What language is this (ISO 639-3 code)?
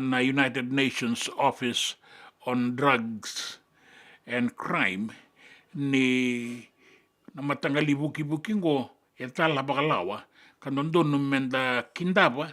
fij